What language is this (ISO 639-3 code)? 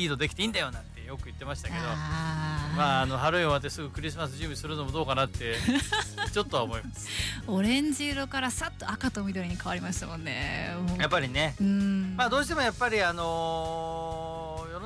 jpn